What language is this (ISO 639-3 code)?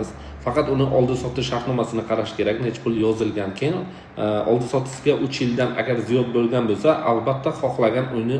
uzb